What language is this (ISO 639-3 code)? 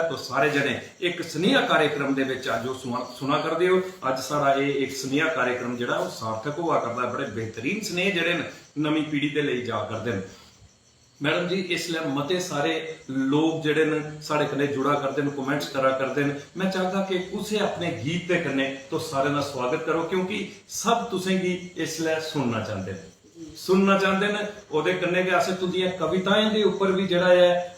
doi